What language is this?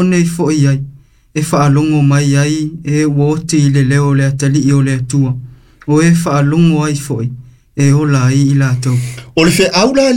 Samoan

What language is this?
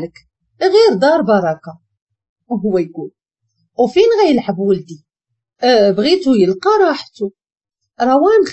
Moroccan Arabic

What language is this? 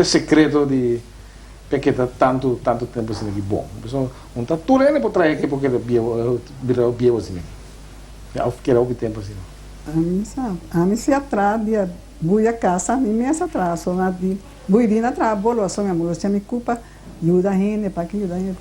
Papiamento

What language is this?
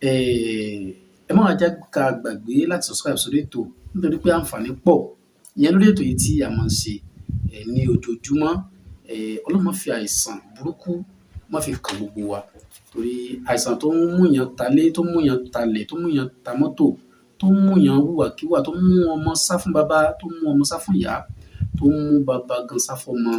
Yoruba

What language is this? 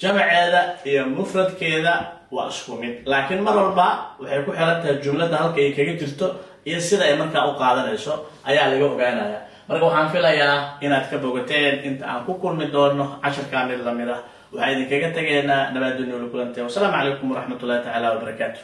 Somali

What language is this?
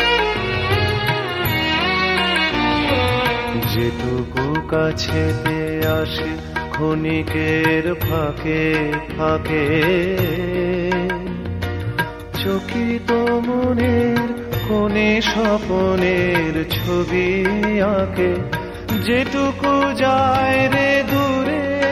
Bangla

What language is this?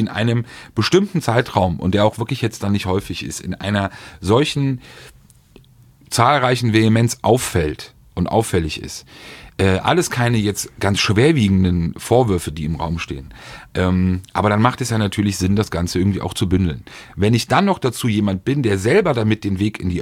German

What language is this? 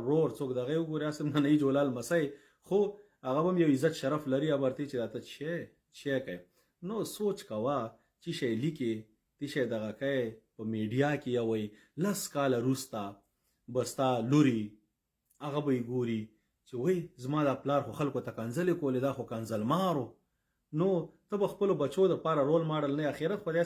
Pashto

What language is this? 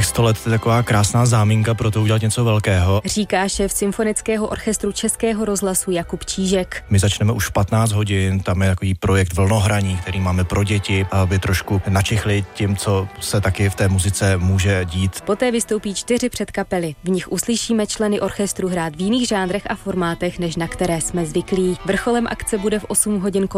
Czech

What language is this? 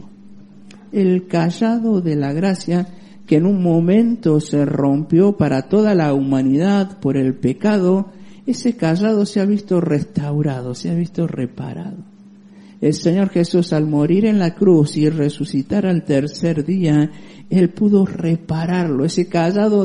Spanish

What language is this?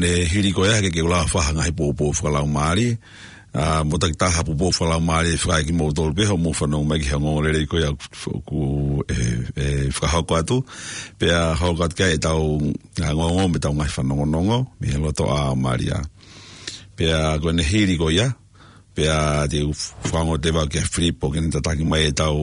Tongan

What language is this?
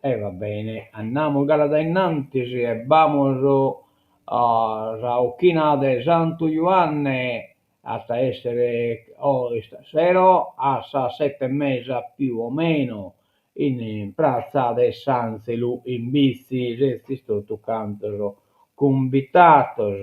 Sardinian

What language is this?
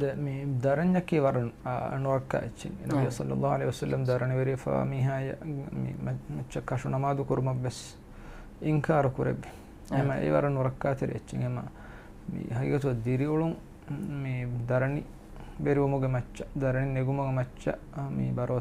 Divehi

